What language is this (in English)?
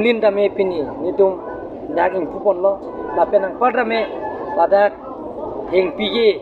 Karbi